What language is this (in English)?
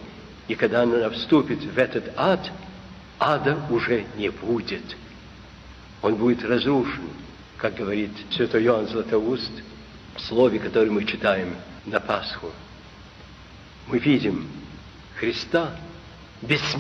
Russian